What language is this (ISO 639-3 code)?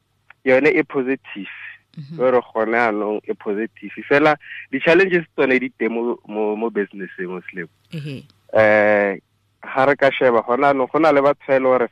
tsn